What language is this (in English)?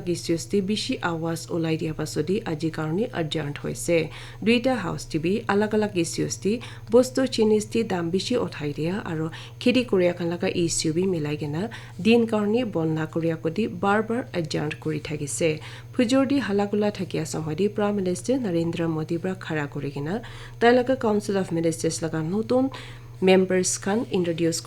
Naga Pidgin